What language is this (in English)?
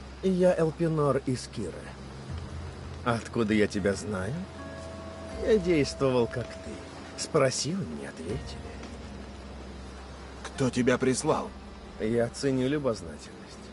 Russian